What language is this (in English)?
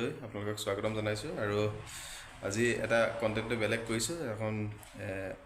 Assamese